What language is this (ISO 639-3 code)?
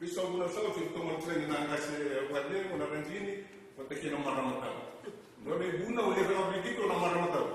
fij